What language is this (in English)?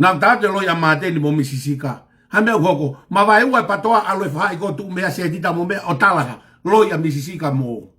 Tongan